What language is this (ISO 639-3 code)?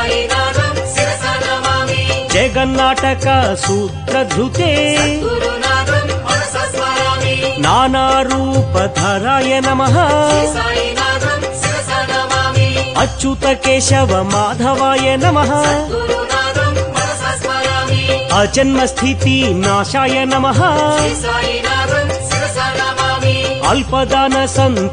tel